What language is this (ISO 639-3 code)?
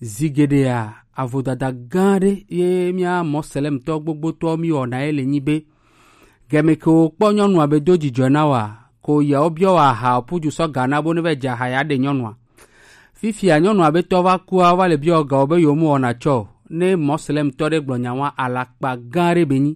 gej